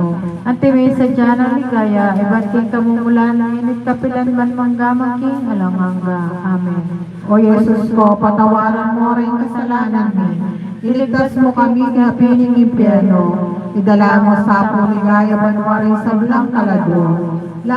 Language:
Pampanga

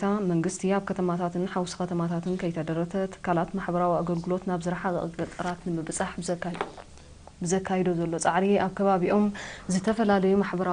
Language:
Tigrinya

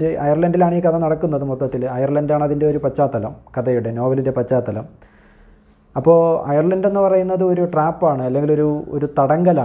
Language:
Malayalam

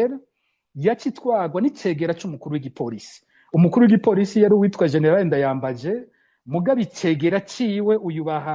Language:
Rundi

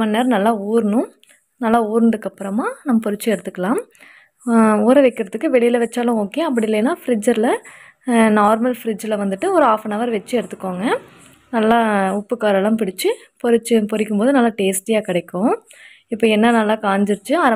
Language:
Tamil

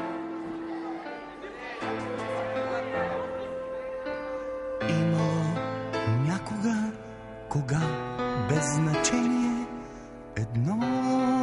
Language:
Bulgarian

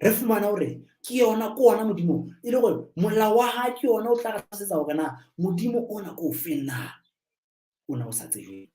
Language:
Southern Sotho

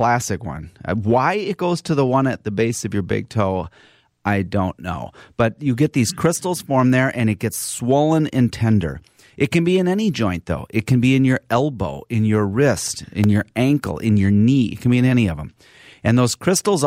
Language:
English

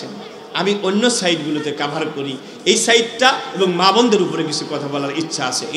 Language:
Bangla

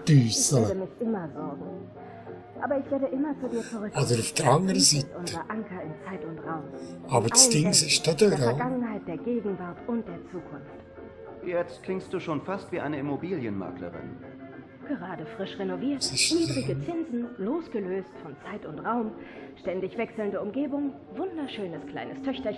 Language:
Swiss German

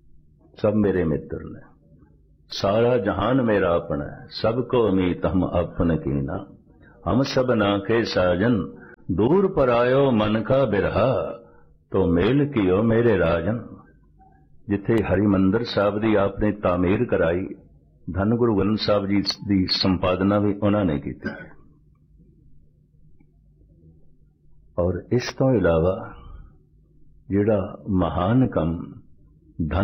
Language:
Punjabi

